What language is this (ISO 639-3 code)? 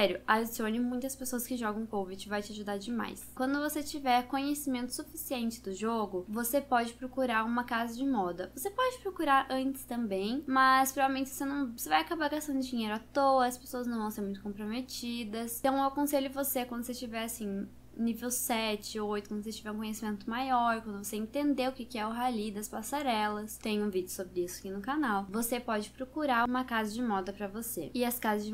por